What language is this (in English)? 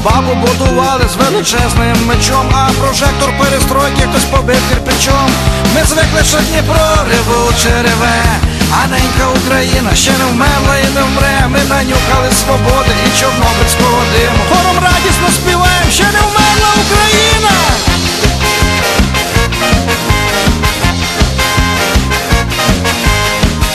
Ukrainian